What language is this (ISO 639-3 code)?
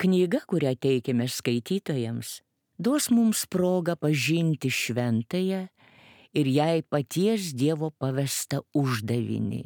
lit